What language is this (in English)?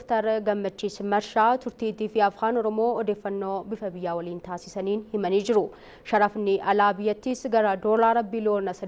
Oromo